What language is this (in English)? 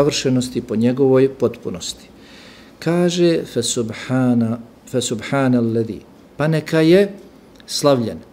Bosnian